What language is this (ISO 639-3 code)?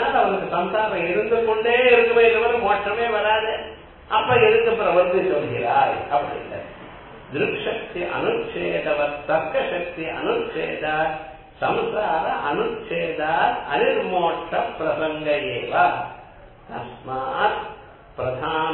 tam